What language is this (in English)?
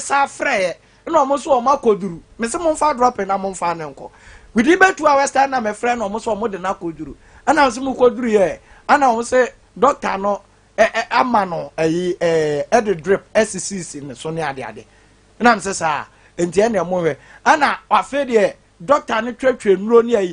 Akan